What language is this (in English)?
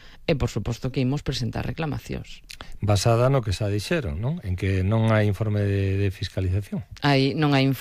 Galician